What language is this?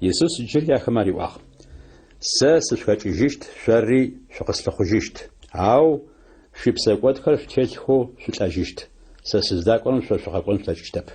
Adyghe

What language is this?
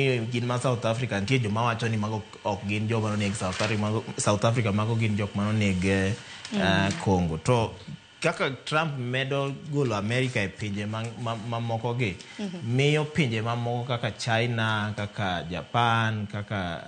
Luo (Kenya and Tanzania)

